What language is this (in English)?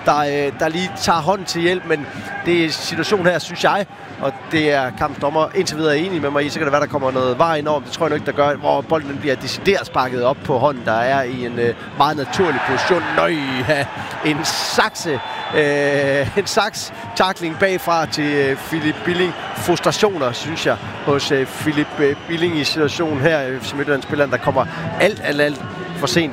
Danish